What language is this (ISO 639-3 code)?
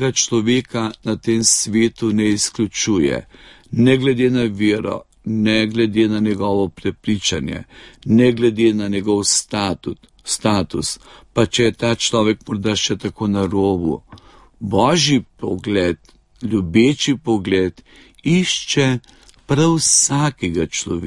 slv